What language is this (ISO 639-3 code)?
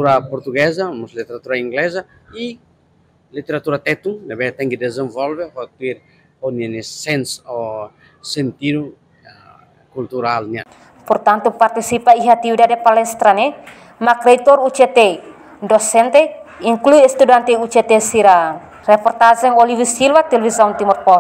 tet